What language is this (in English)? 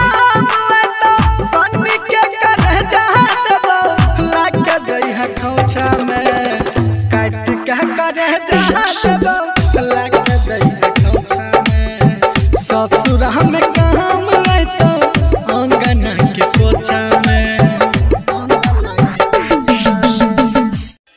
Bhojpuri